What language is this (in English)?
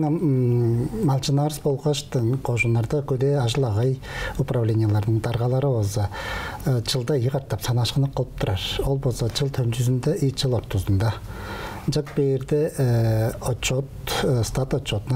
Tuvinian